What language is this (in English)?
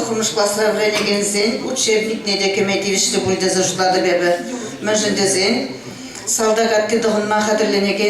Chuvash